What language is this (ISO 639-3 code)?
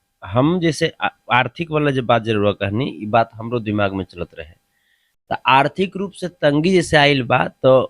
bho